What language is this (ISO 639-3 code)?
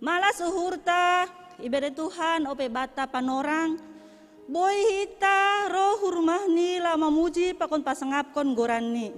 bts